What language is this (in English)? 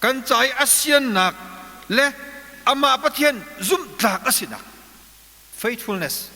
Hakha Chin